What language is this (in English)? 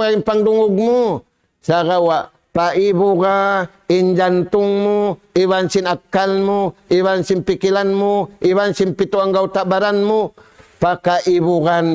Tausug